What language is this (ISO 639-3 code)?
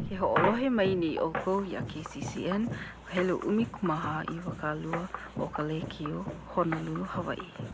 haw